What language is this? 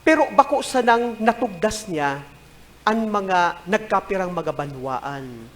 Bikol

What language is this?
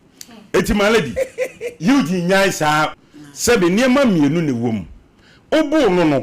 Akan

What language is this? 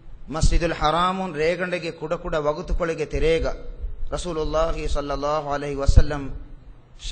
Divehi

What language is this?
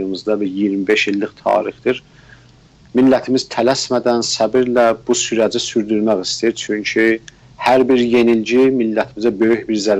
South Azerbaijani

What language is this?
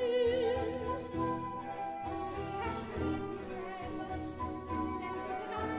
Hungarian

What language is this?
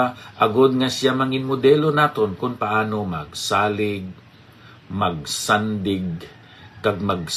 Hiligaynon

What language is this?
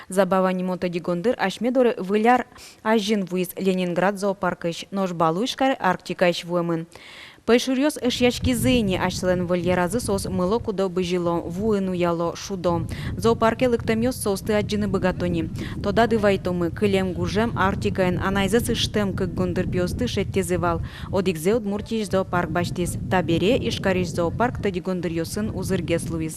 Udmurt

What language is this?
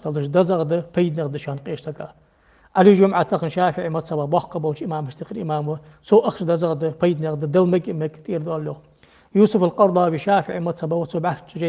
Ingush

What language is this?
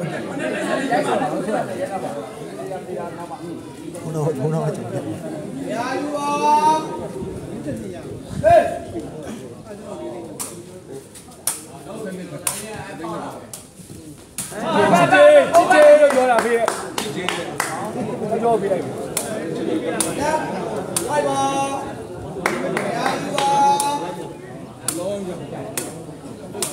Burmese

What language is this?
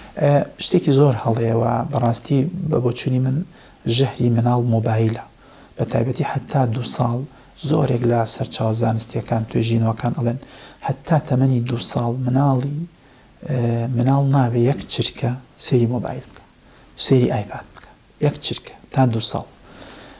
Central Kurdish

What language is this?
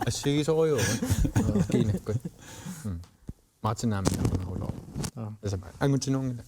Kalaallisut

